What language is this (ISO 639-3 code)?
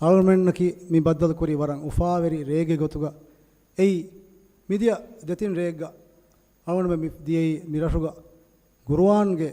div